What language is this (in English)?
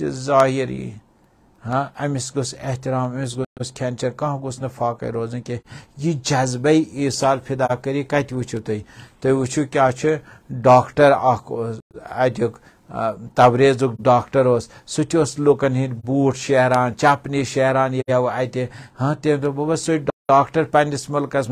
Kashmiri